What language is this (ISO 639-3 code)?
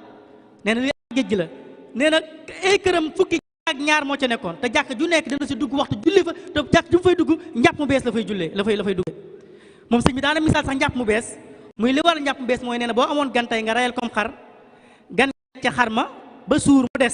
wol